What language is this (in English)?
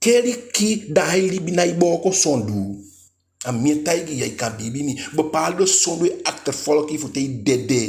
Eastern Maroon Creole